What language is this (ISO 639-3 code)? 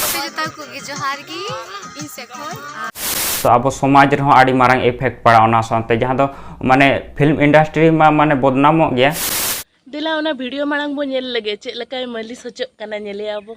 sat